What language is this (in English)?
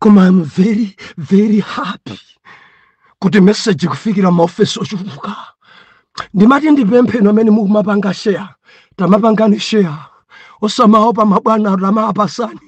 Nyanja